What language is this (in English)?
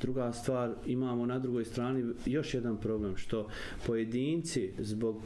Bosnian